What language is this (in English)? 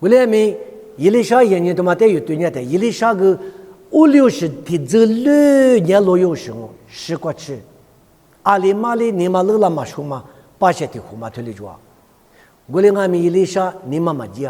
Lisu